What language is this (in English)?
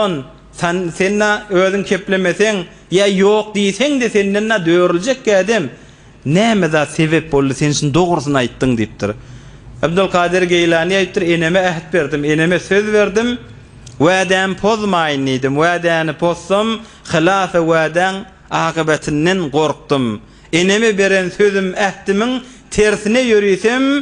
Turkmen